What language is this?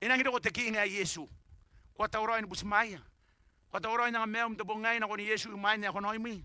Gilbertese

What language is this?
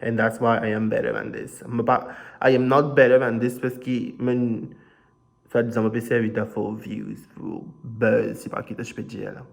Morisyen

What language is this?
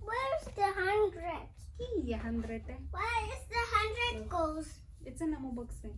Tswana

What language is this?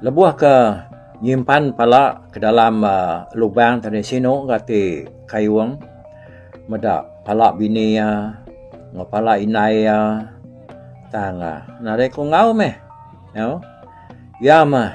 Iban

